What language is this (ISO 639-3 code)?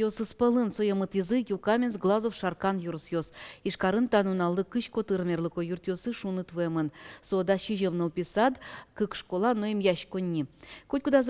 udm